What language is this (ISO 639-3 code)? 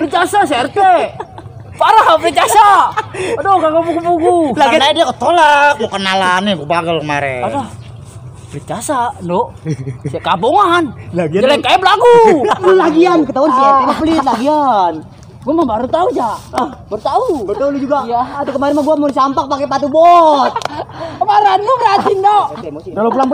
bew